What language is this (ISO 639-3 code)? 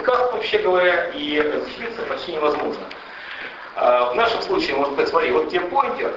rus